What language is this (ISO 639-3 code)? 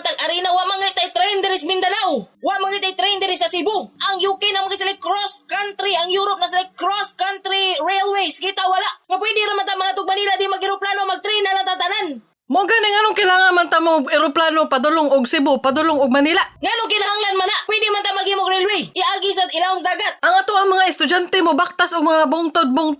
ceb